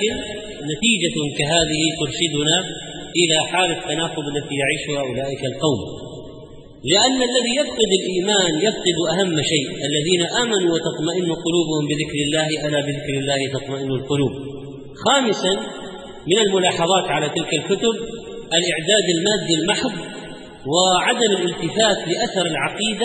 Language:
Arabic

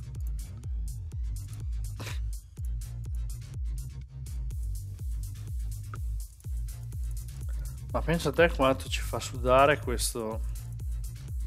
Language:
Italian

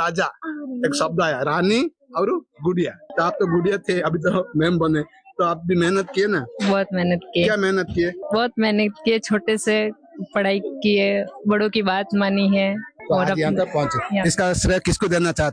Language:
Hindi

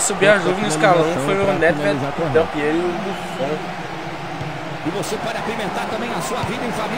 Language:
Portuguese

